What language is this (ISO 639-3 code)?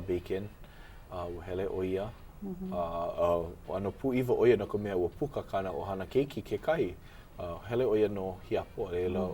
haw